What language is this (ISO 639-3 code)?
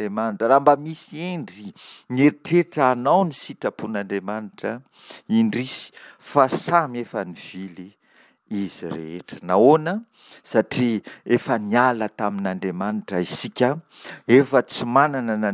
mlg